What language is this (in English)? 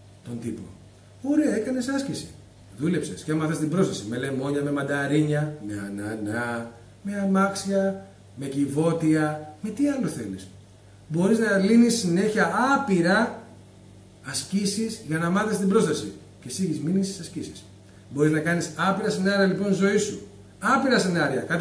Greek